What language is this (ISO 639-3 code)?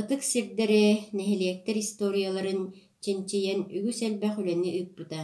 sah